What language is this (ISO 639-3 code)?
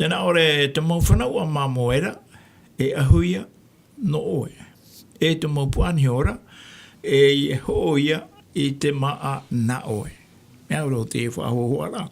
tah